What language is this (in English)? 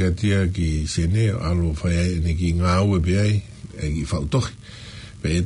Tongan